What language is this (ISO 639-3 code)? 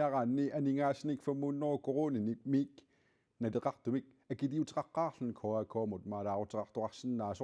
kal